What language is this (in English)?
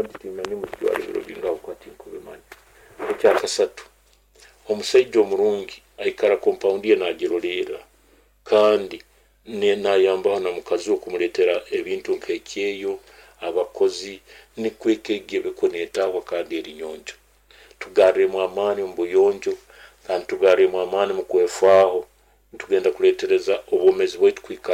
Nyoro